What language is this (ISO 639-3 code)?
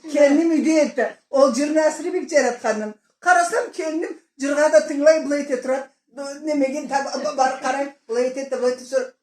krc